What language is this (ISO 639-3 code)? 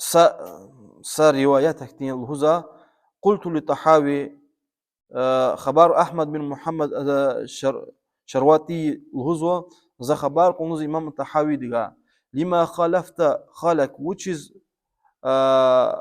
lez